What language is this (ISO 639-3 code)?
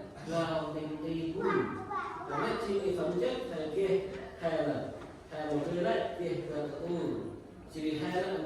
cmo